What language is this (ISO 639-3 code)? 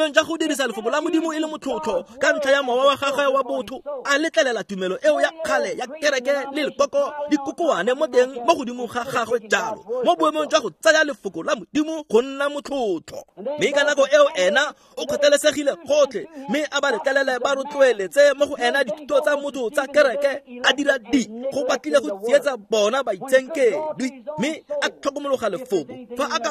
tsn